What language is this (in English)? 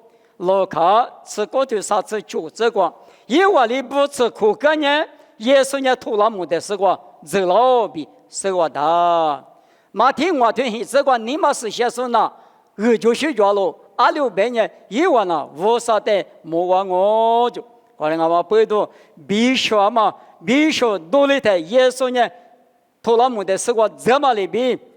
Lisu